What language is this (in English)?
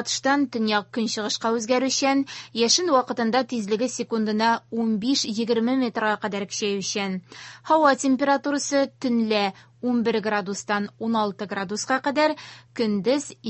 Tatar